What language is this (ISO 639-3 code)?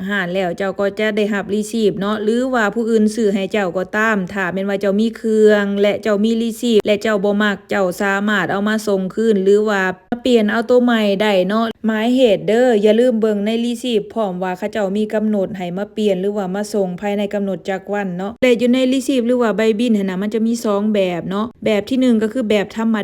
lao